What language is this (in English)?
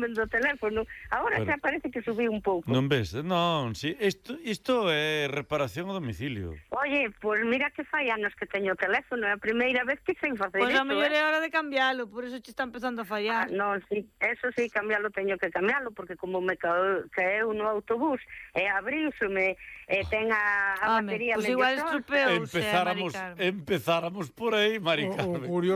Galician